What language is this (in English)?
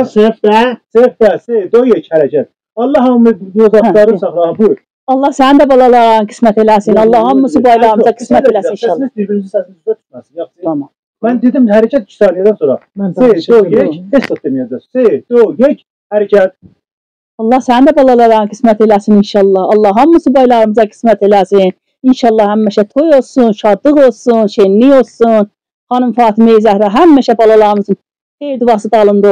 South Azerbaijani